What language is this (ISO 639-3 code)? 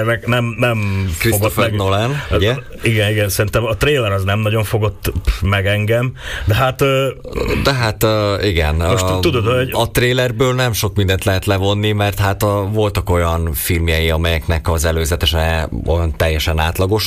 hun